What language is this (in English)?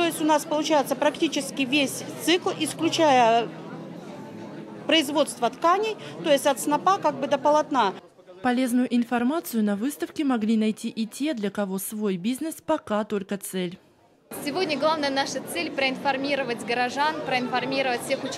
Russian